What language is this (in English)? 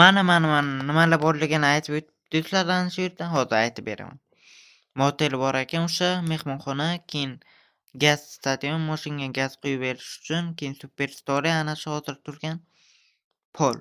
Uzbek